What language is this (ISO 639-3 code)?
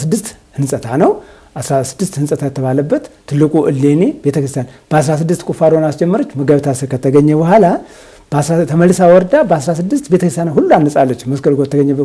amh